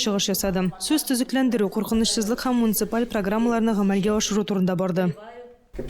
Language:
Tatar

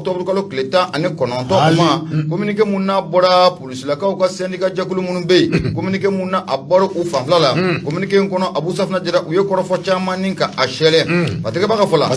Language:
Bambara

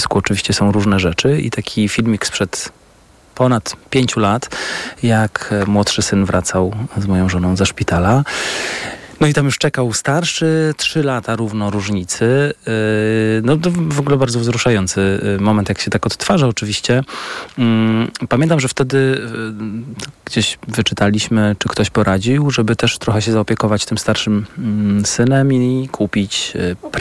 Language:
Polish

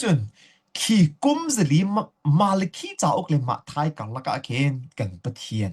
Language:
Hakha Chin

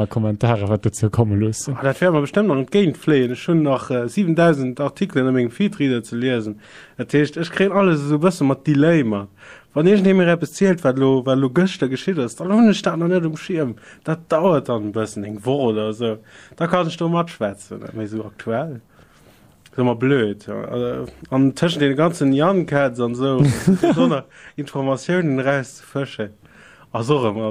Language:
Luxembourgish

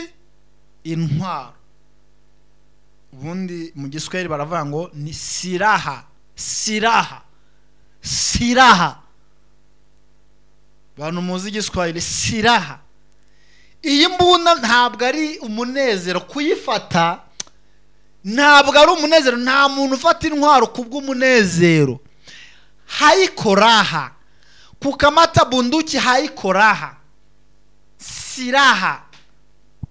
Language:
Kinyarwanda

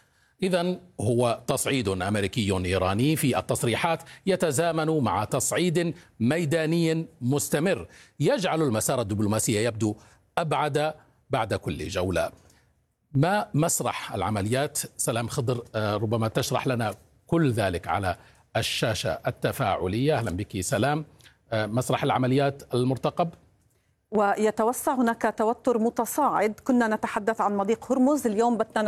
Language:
Arabic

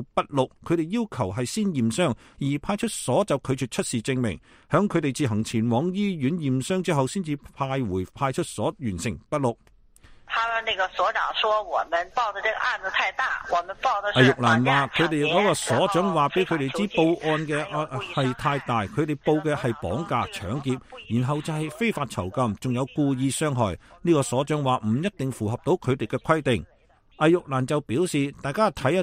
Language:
Cantonese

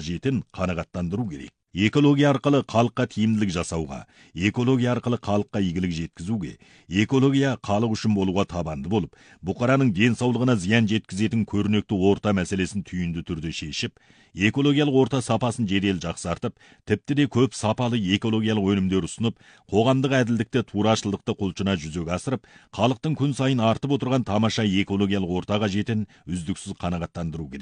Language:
Kazakh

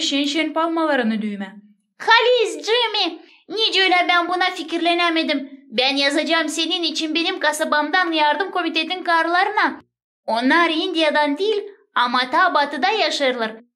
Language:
Gagauz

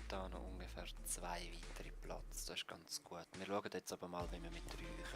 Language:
Swiss German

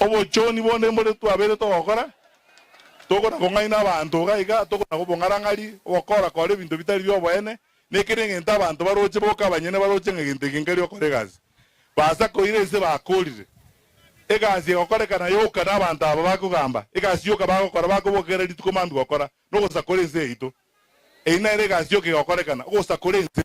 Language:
Gusii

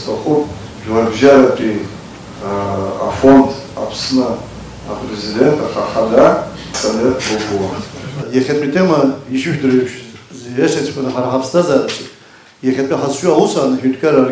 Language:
Abkhazian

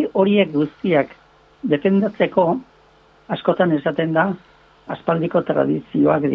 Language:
Basque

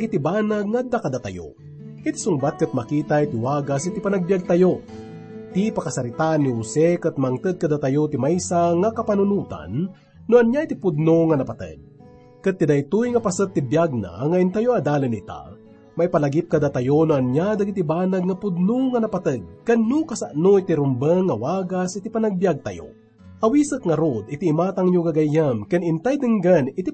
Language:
Iloko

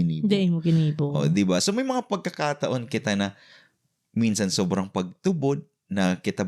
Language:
Bikol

